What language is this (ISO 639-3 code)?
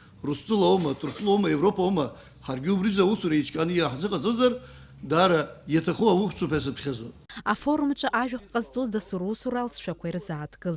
abk